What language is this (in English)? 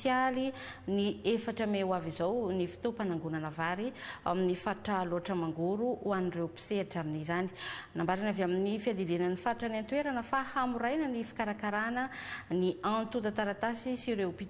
Malagasy